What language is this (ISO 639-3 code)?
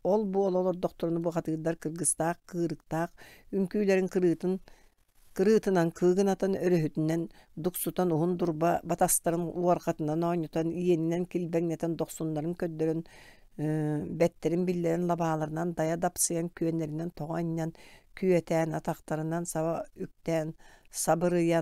sah